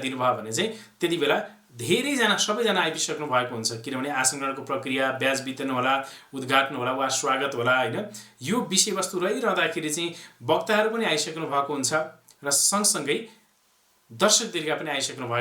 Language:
Nepali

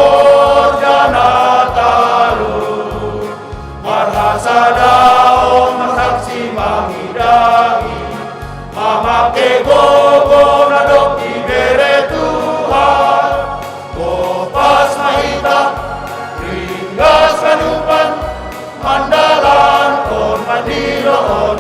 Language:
Batak Simalungun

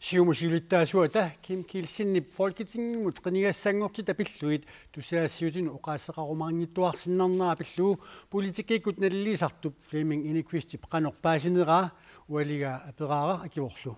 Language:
Kalaallisut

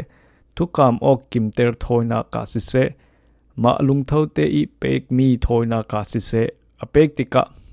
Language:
Falam Chin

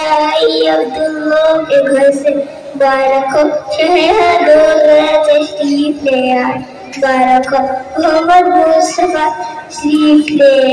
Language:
Urdu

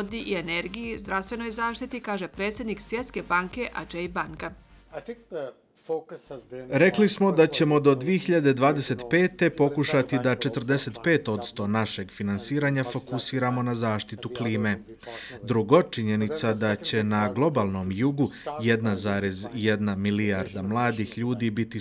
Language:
Bosnian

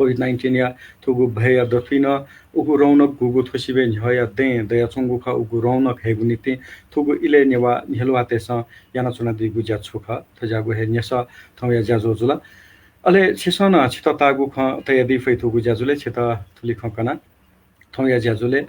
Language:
Newari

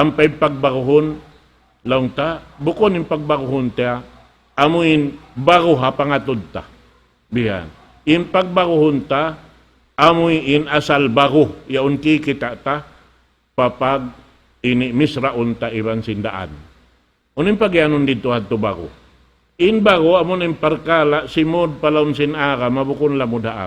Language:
Tausug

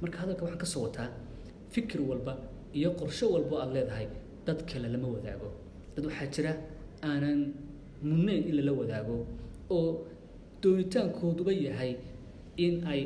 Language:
Somali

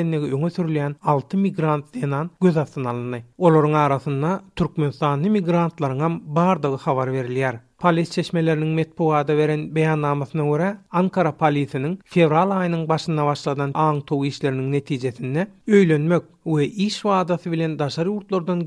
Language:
Turkmen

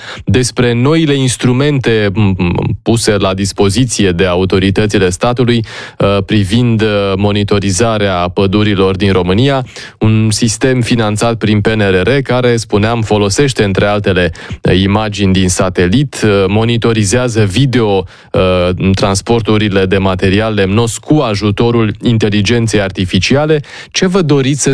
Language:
Romanian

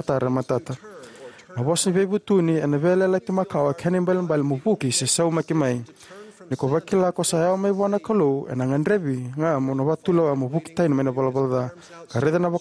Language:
Fijian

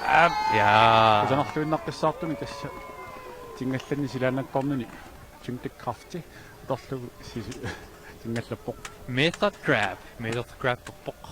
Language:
Kalaallisut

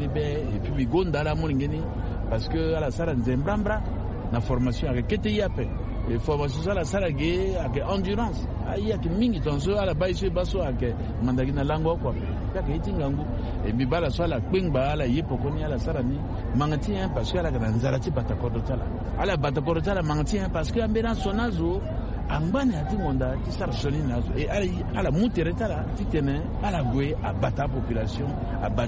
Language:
Sango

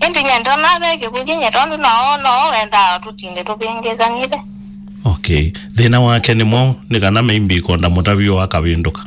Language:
Kamba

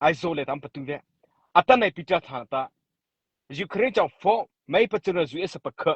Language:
Mara Chin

